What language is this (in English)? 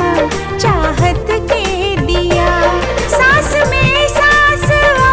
Bhojpuri